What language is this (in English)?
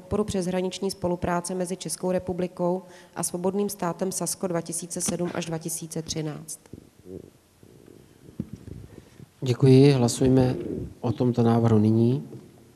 Czech